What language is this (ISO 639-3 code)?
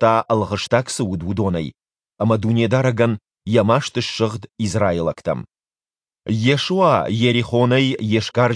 oss